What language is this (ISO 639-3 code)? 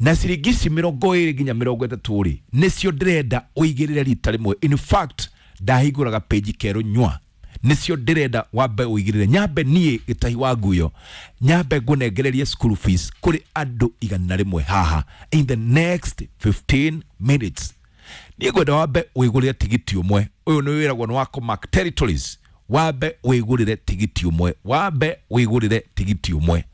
kik